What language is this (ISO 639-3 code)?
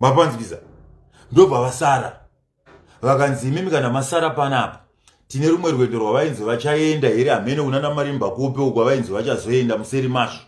sna